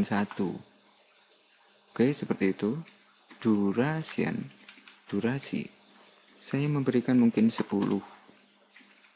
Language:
Indonesian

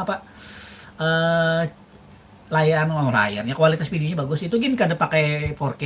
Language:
Banjar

